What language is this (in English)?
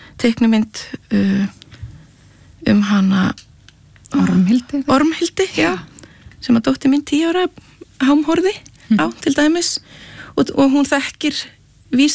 Icelandic